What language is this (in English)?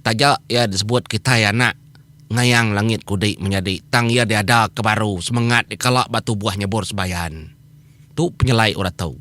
Iban